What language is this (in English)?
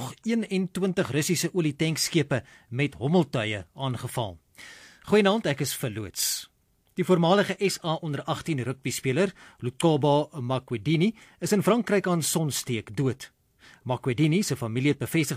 Afrikaans